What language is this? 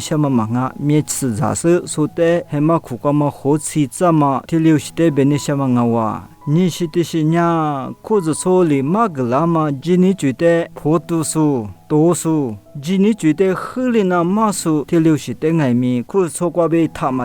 Lisu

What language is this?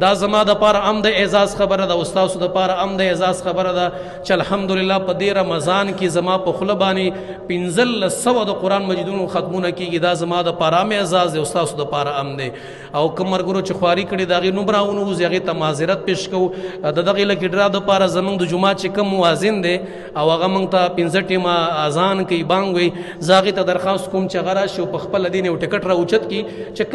Pashto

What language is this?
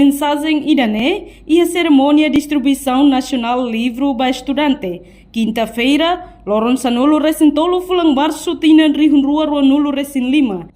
Tetum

